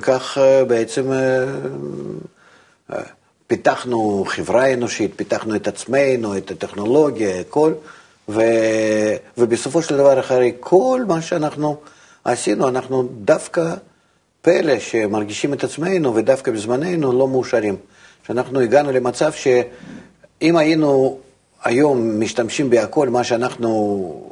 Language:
Hebrew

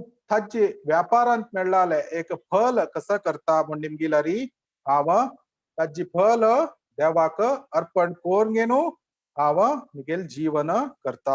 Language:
Konkani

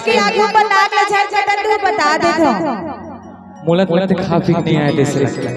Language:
Chhattisgarhi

